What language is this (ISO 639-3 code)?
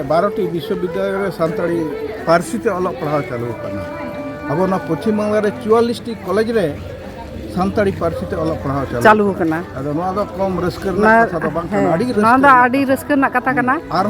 sat